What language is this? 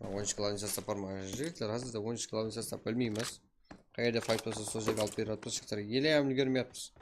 Kara-Kalpak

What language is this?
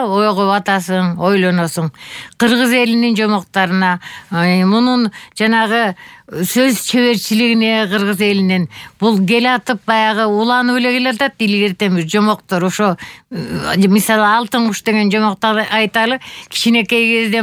Kyrgyz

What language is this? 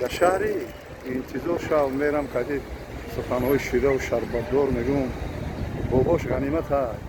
Tajik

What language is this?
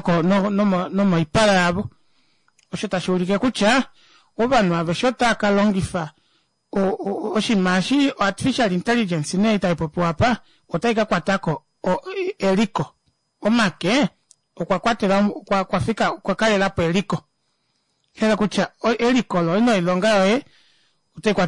Kuanyama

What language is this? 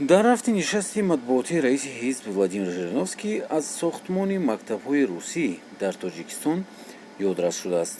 Tajik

